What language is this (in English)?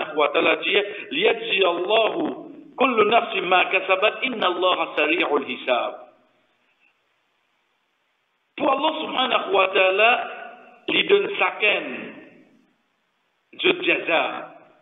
French